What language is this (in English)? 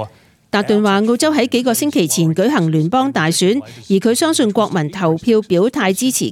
Cantonese